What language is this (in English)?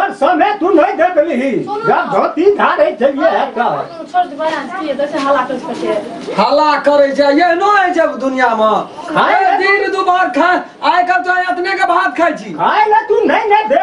Maithili